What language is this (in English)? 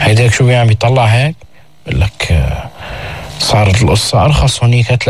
North Levantine Arabic